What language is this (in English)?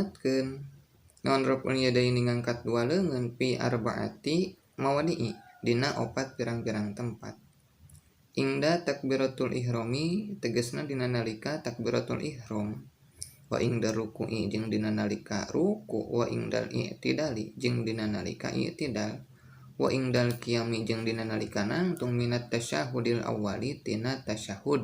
Sundanese